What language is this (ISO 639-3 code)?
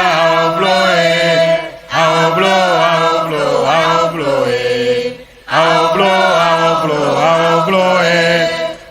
ewe